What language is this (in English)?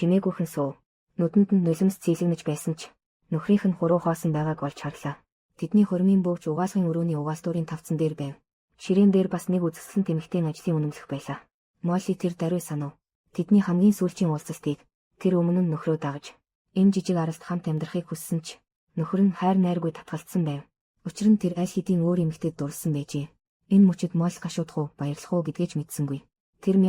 Mongolian